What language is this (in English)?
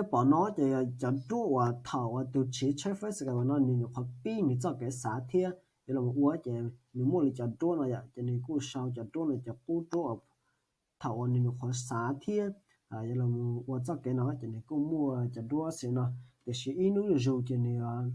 Hmong